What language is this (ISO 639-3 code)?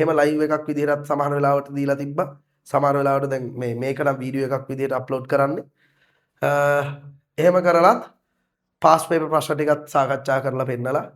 sin